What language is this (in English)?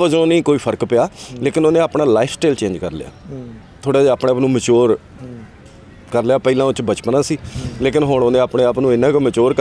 Punjabi